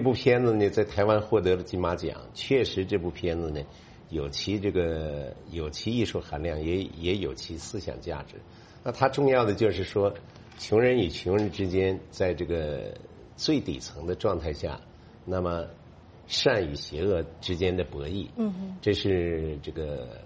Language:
Chinese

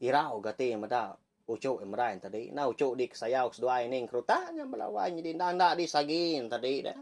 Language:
Iban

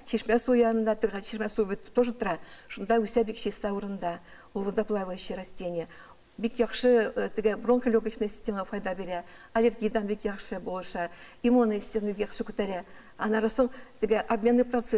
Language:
Tatar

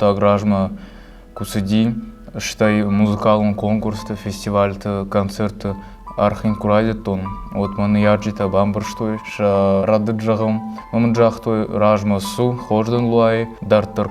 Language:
Ossetic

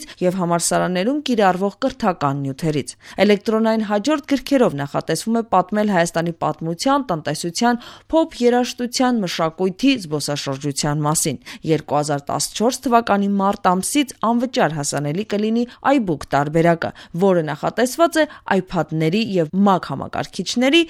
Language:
Armenian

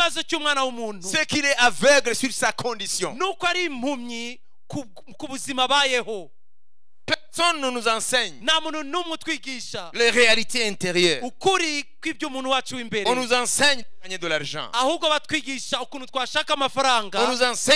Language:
Kinyarwanda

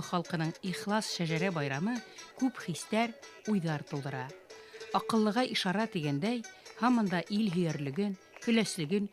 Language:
Bashkir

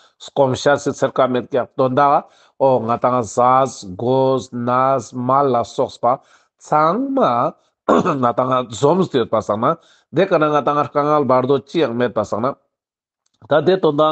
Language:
Ladakhi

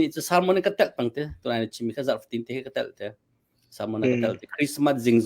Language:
Hakha Chin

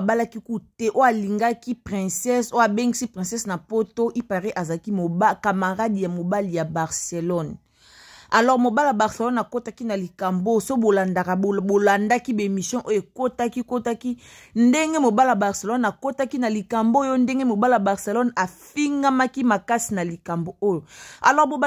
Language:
Lingala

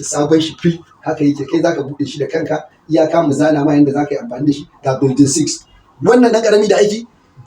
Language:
Hausa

